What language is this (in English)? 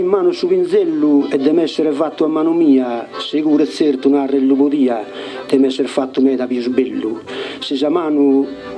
Sardinian